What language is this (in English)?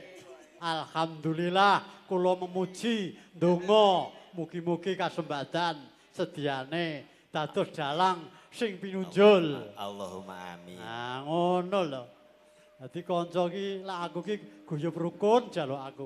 Javanese